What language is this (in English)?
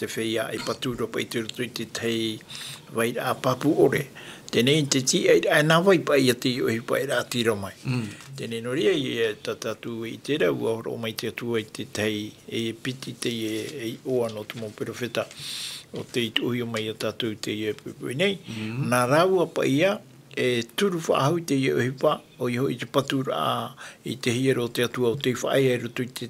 Tahitian